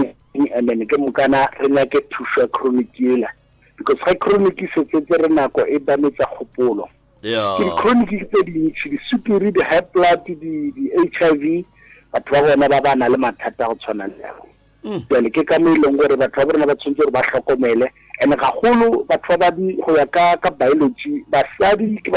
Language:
Northern Sotho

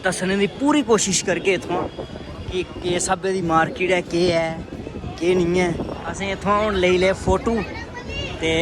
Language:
Dogri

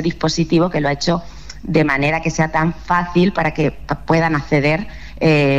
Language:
Spanish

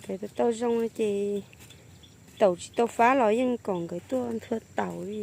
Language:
Hmong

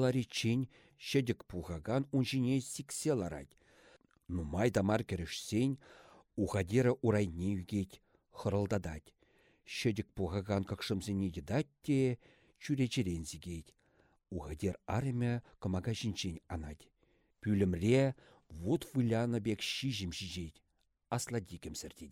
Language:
Chuvash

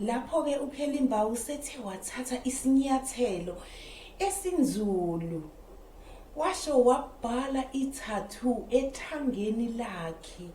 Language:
Zulu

